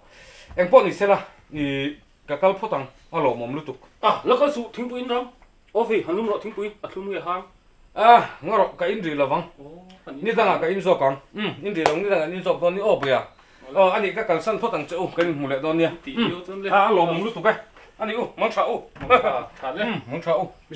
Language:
Mizo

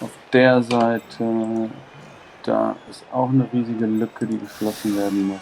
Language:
Swiss German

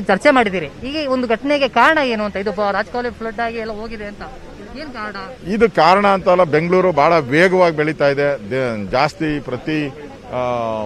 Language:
Kannada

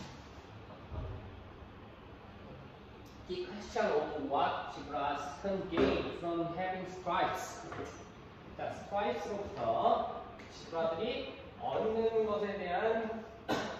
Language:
Korean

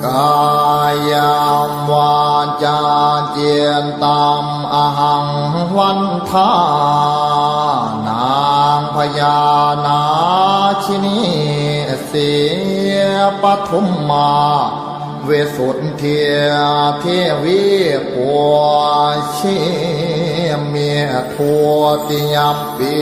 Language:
Pali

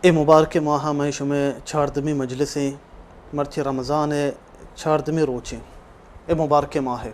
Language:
Baluchi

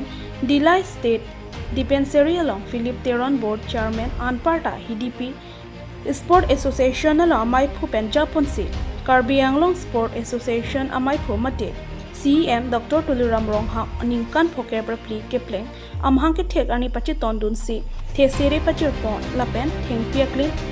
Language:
Karbi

